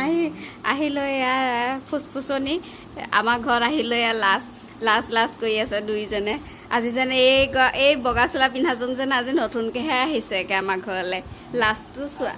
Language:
Assamese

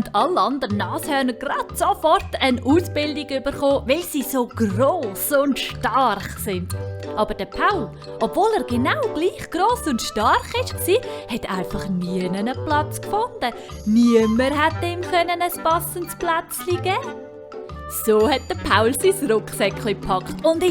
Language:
Swiss German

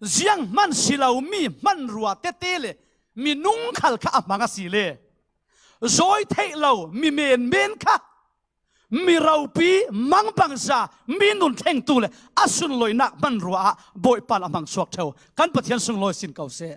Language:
Falam Chin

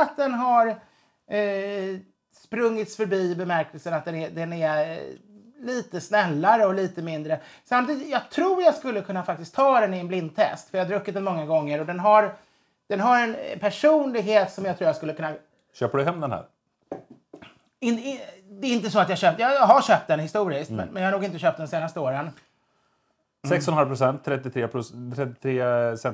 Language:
Swedish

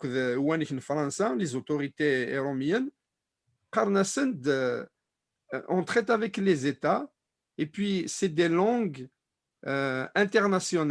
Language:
Kabyle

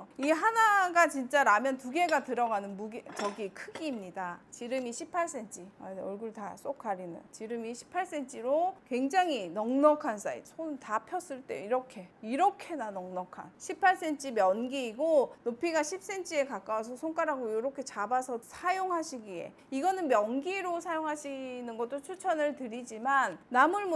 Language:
Korean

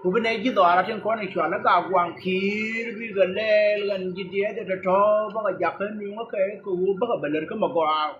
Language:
Nuer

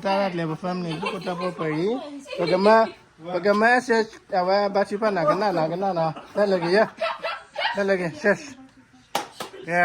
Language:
S'gaw Karen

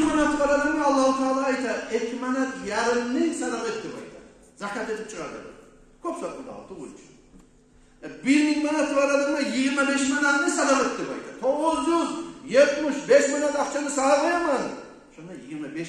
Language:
Kumyk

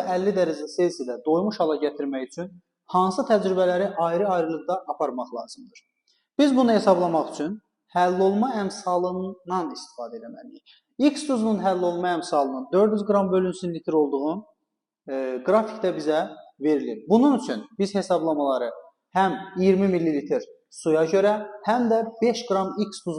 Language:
Azerbaijani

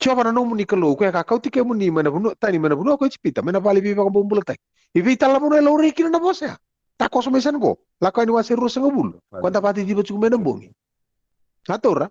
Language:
Fijian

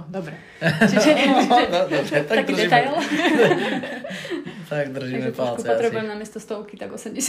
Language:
Slovak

